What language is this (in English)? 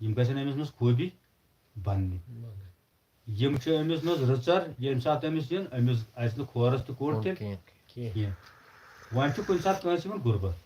Kashmiri